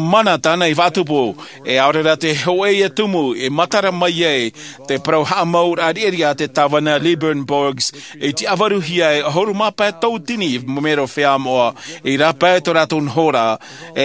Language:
Tahitian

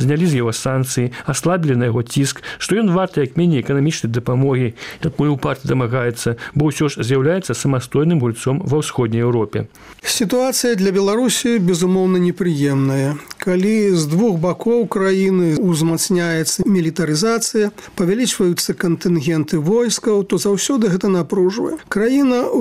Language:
Belarusian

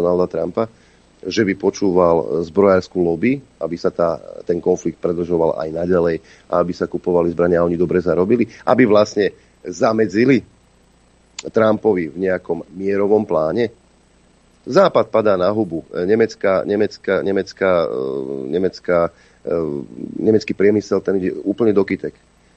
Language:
Slovak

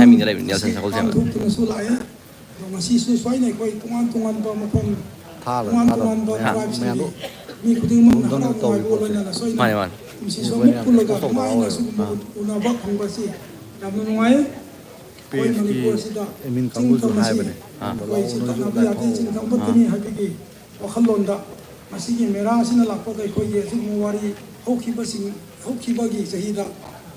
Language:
Manipuri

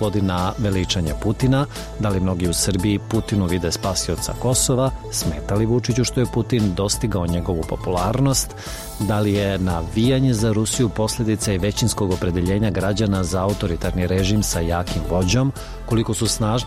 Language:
Serbian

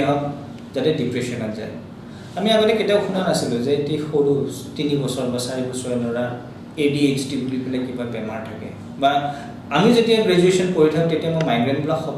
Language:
Assamese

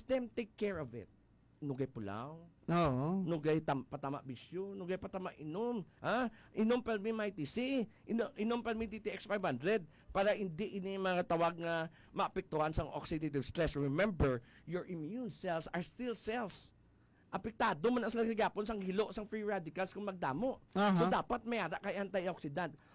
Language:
Hiligaynon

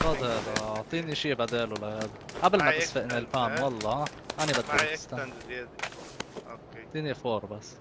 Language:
North Levantine Arabic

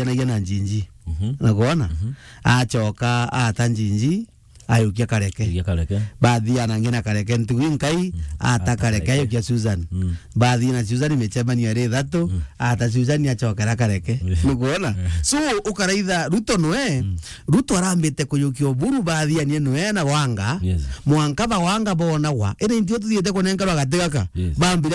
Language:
Meru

